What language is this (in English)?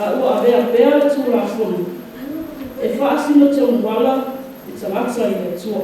Samoan